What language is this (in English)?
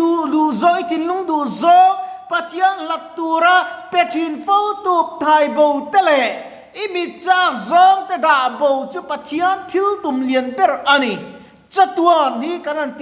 Mizo